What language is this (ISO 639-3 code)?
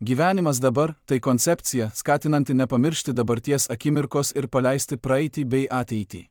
lit